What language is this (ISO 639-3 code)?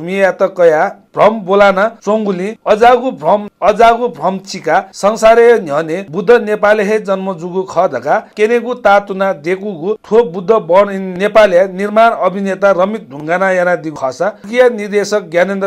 new